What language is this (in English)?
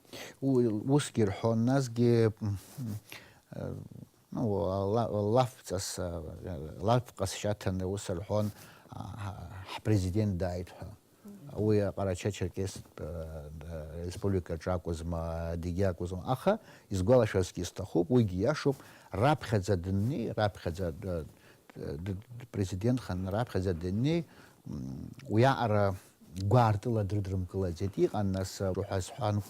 Abkhazian